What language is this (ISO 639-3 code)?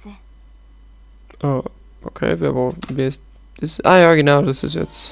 bar